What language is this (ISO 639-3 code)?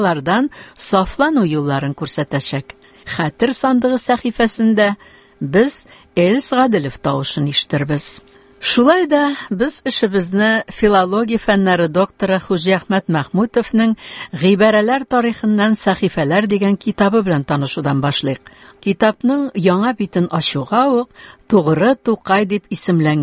tat